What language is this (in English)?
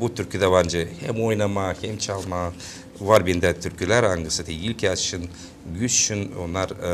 Gagauz